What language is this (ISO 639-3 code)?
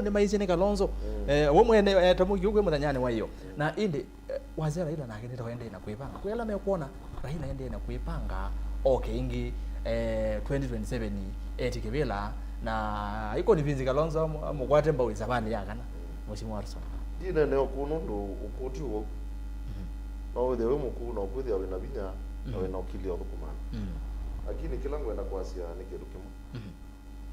kam